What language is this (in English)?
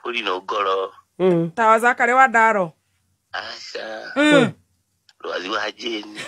Kikuyu